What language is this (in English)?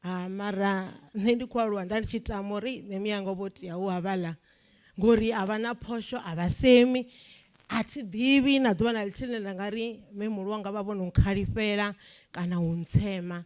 Venda